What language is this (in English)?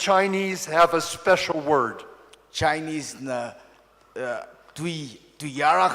Tangkhul Naga (India)